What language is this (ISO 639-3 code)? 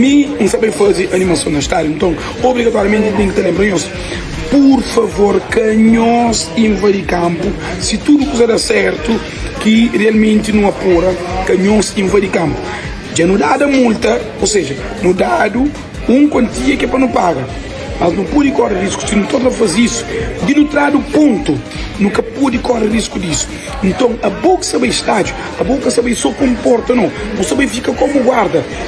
kea